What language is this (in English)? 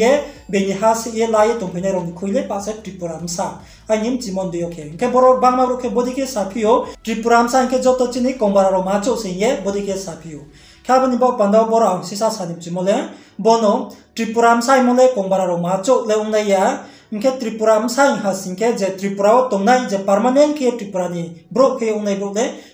Riang (India)